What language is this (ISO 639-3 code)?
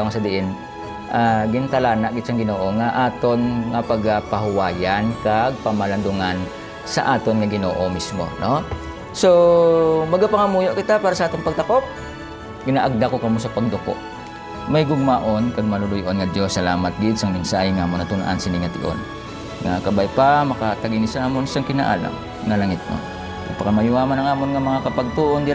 hil